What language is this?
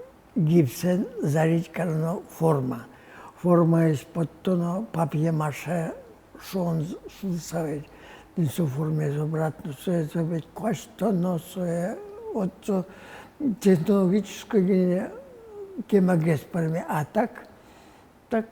Udmurt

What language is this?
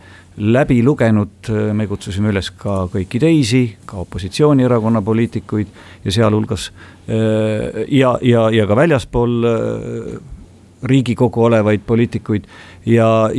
Estonian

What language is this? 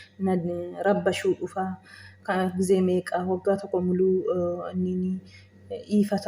Oromo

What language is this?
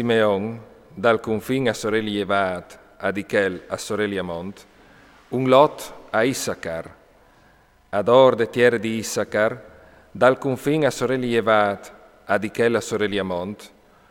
Friulian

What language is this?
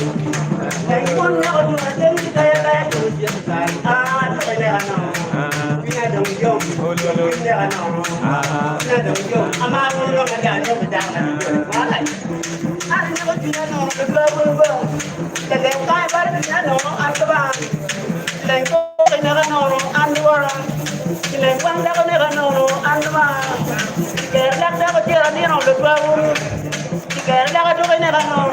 Acoli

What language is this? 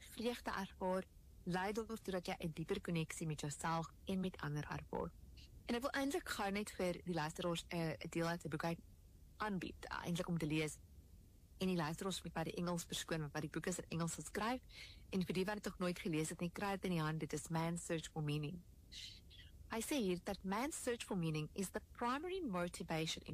Afrikaans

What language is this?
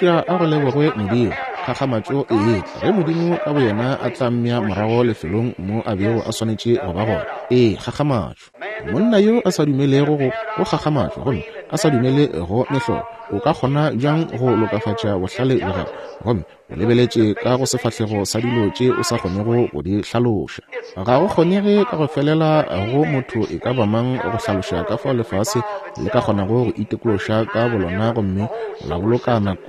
Northern Sotho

